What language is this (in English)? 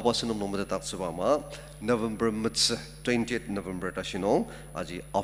Ao Naga